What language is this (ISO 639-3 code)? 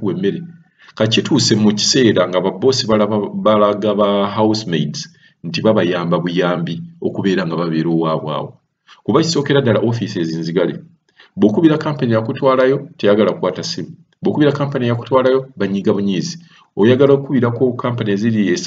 lug